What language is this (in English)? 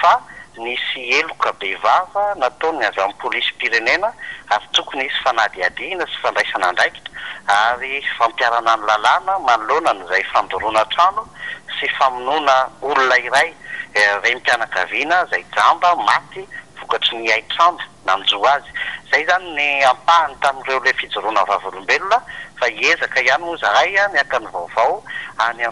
Malagasy